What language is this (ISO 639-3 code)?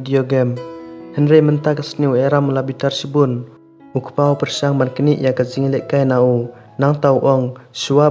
kha